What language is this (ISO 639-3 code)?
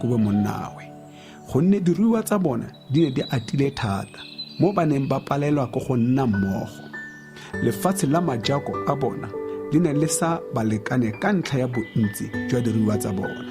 tsn